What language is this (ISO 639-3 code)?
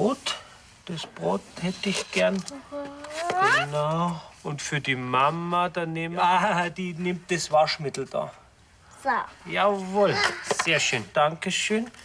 bar